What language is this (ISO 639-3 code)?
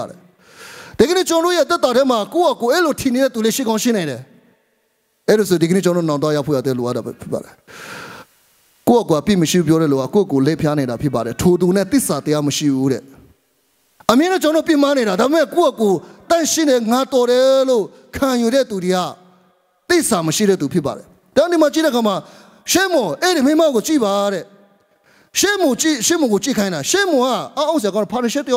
mya